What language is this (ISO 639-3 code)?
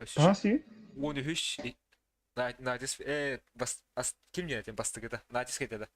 sah